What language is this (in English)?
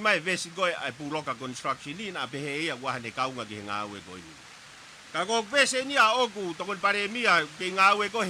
Tongan